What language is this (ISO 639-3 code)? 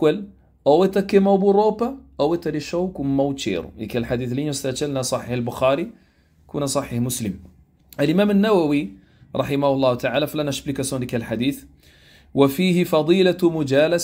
kea